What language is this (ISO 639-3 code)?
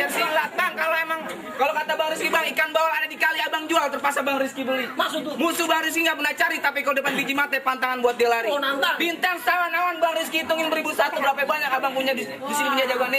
bew